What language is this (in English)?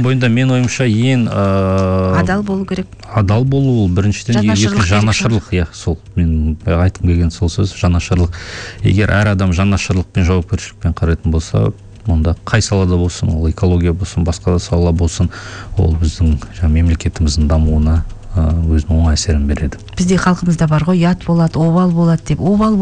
Kazakh